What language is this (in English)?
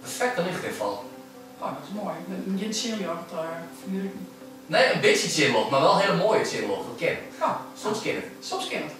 Western Frisian